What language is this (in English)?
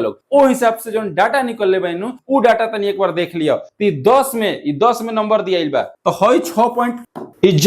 Bhojpuri